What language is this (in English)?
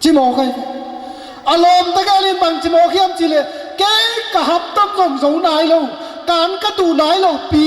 Tedim Chin